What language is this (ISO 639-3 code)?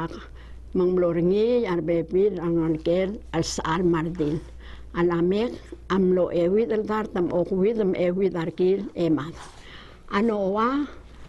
pau